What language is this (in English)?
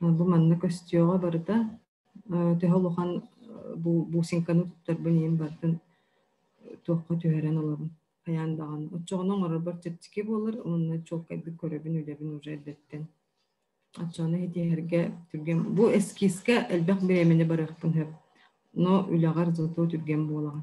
Yakut